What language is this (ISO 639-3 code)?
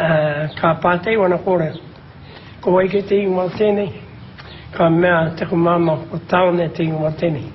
mri